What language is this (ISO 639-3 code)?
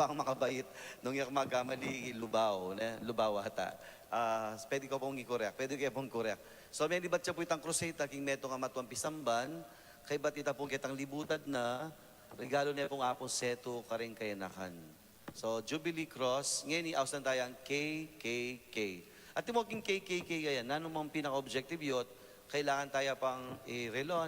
pam